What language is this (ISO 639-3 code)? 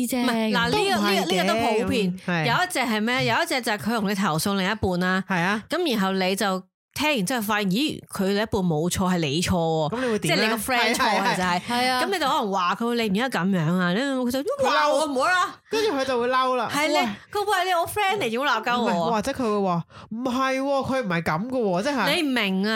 yue